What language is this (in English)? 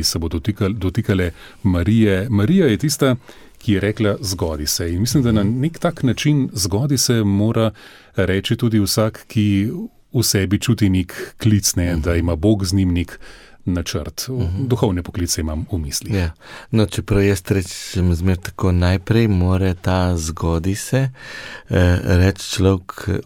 Slovenian